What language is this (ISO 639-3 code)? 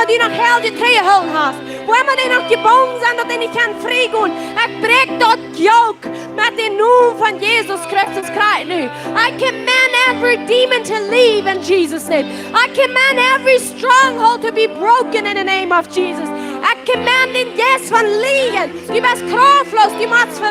pdt